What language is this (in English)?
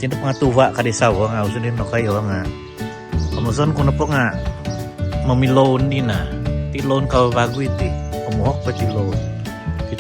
Central Dusun